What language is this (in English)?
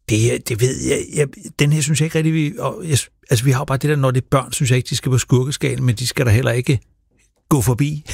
Danish